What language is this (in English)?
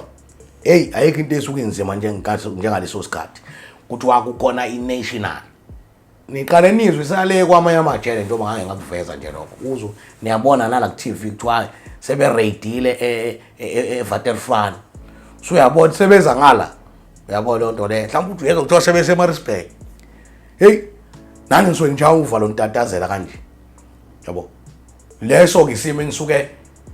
Zulu